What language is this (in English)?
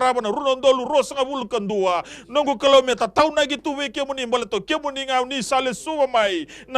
Fijian